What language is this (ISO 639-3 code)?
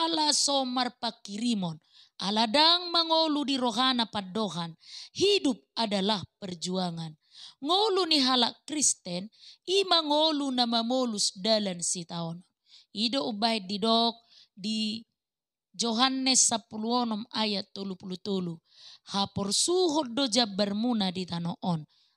bbc